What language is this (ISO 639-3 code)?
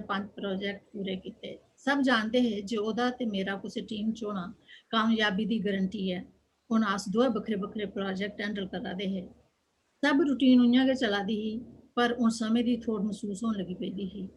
doi